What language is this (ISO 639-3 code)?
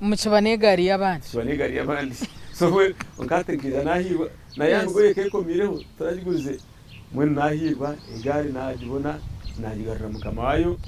nyn